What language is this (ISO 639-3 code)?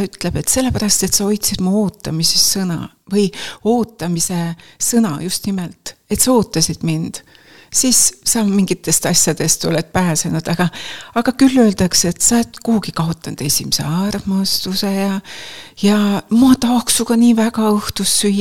est